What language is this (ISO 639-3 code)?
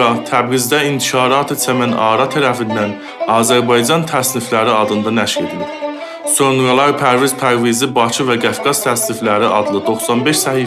azb